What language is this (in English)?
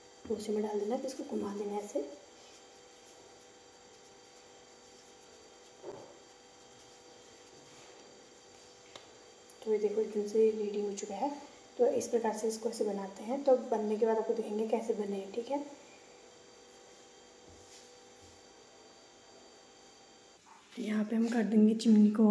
Hindi